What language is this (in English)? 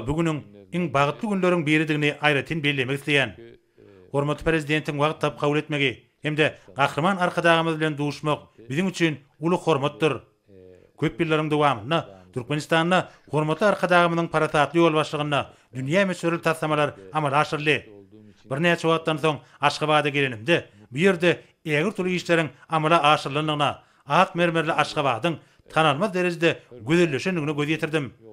Turkmen